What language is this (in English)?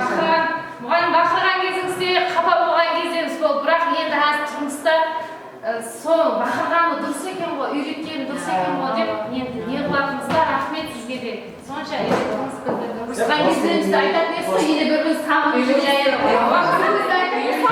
Kara-Kalpak